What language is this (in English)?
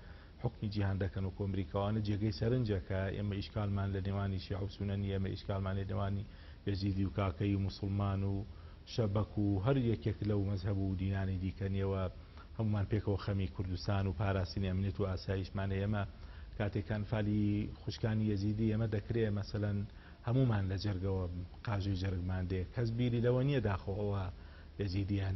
Central Kurdish